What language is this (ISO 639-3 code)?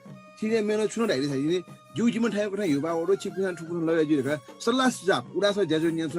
new